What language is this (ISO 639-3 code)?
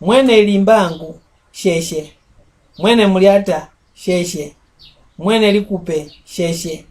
mck